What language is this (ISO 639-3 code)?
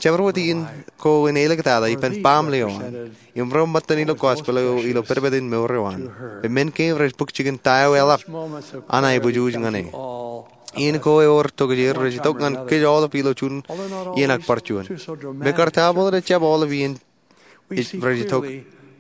mah